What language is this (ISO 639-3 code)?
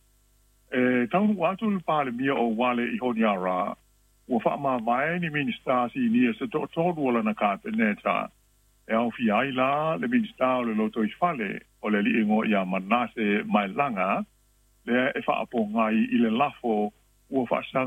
smo